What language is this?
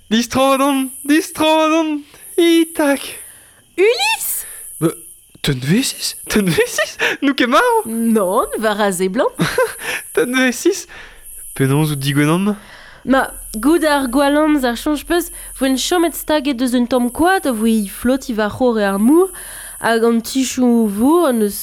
Breton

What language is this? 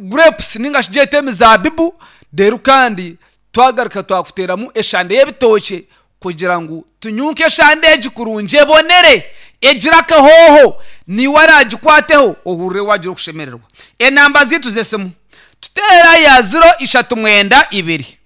Nyankole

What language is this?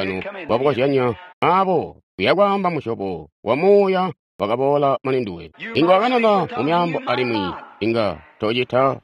Tonga (Zambia)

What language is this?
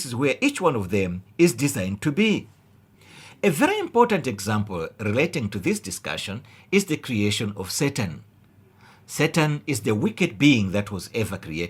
English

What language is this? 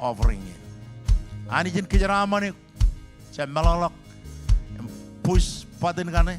Marshallese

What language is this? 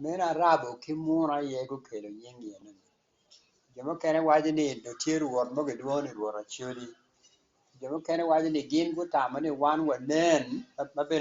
Acoli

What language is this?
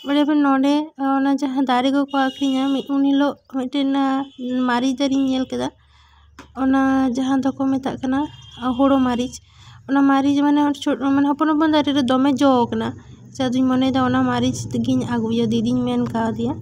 Santali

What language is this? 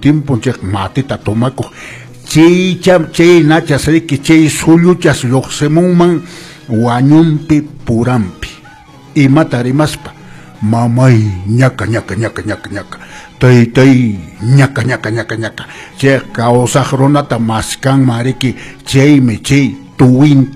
Quechua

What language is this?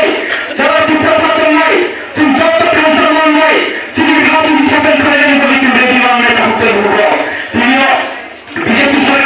Kok Borok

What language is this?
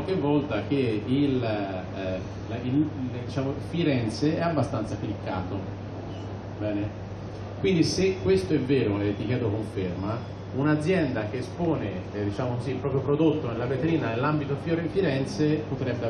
Italian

